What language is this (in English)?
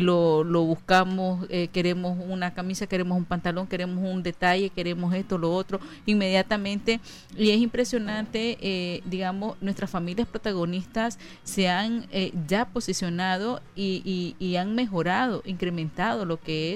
Spanish